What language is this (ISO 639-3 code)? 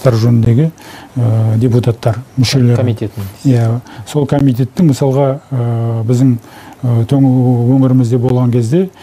kaz